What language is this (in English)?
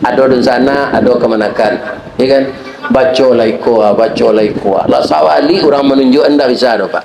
Minangkabau